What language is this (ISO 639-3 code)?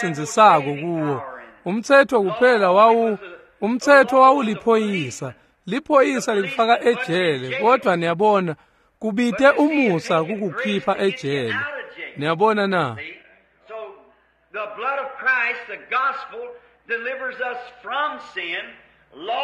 ssw